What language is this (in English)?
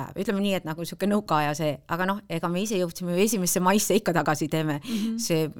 Estonian